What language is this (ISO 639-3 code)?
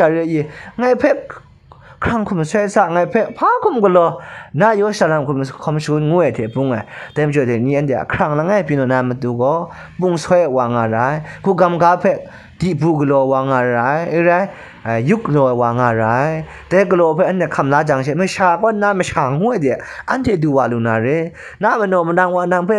kac